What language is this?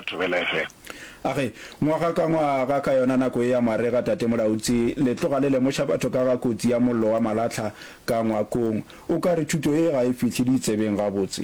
Northern Sotho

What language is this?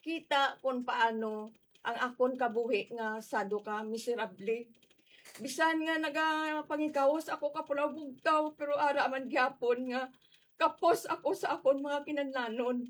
Hiligaynon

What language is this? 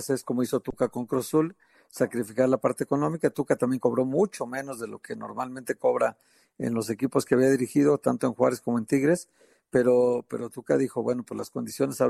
Spanish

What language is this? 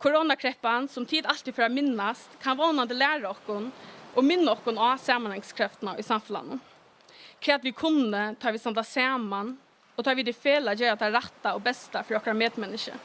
Faroese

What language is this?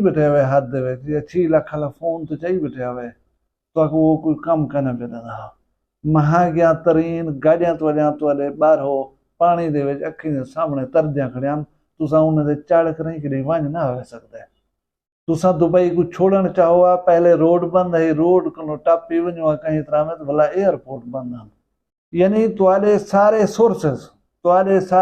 Saraiki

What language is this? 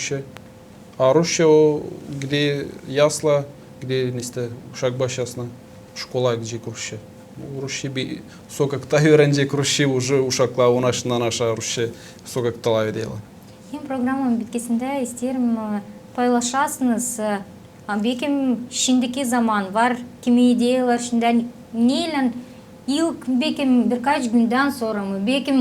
Gagauz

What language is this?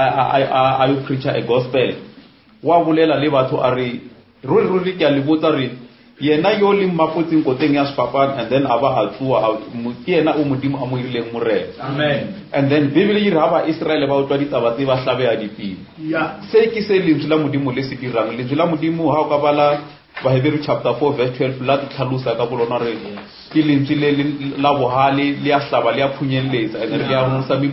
Northern Sotho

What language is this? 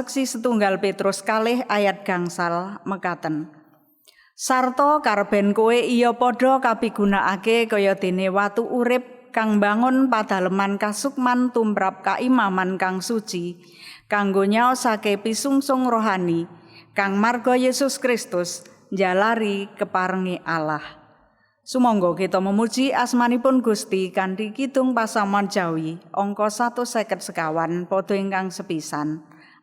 Javanese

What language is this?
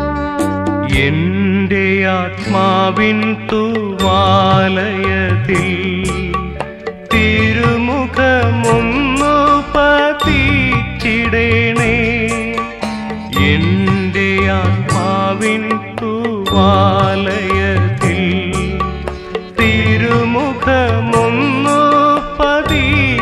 Malayalam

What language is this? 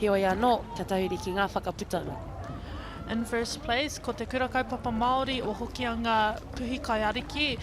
Māori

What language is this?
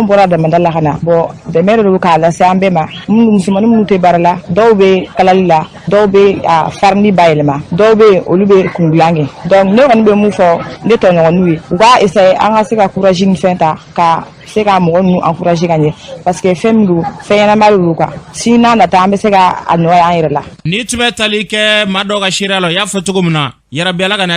Bambara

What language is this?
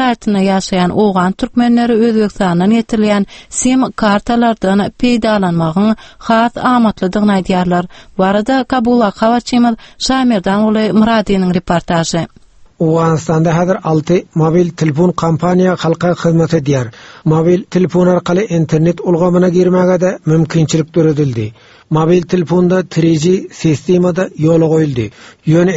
Turkmen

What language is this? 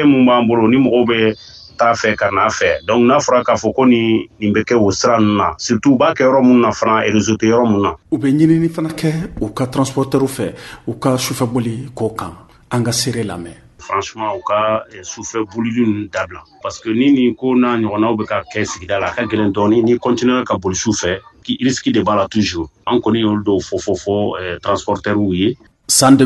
Bambara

